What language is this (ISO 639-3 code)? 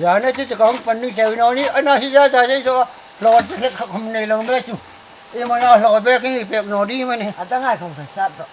hmr